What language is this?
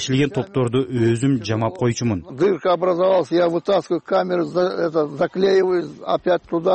Kyrgyz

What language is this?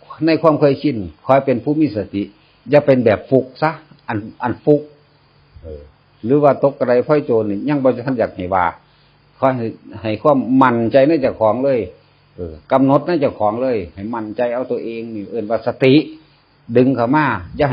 Northeastern Thai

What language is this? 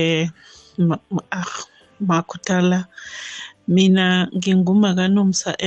South Ndebele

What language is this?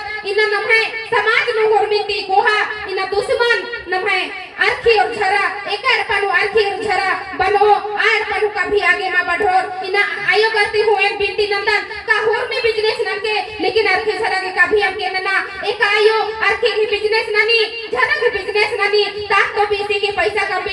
Kurukh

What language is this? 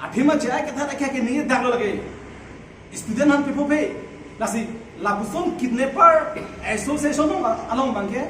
Karbi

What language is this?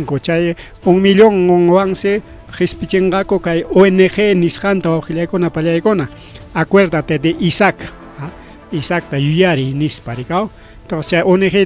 Ayacucho Quechua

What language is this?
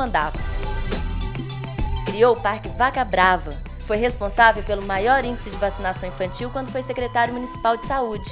Portuguese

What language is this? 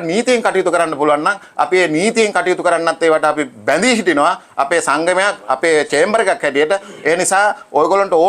Sinhala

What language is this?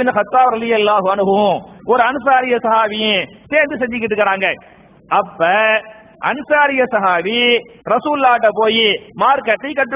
Tamil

